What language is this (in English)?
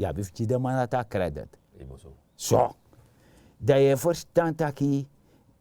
Sranan Tongo